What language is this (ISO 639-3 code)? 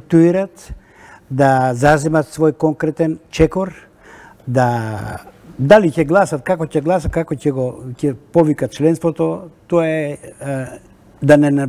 mkd